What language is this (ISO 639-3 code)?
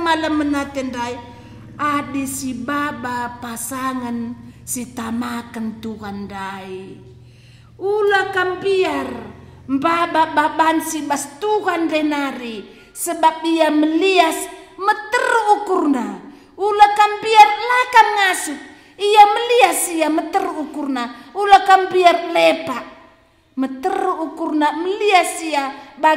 btx